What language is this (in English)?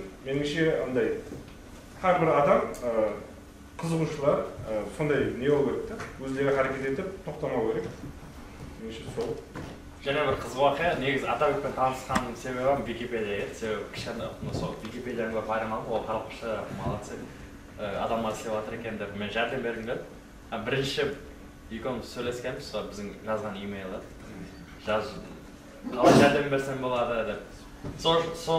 Kara-Kalpak